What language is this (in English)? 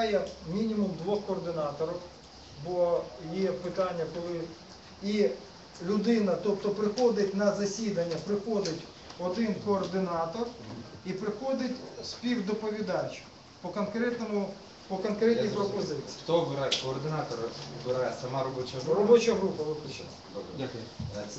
Ukrainian